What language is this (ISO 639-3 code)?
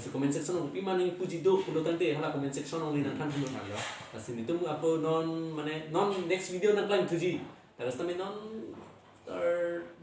mjw